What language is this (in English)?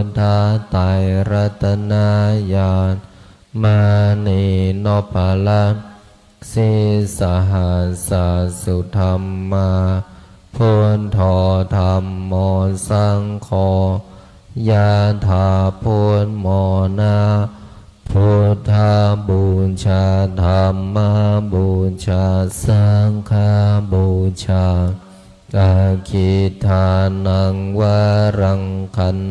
Pali